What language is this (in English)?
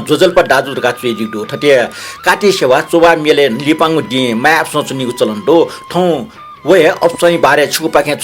Newari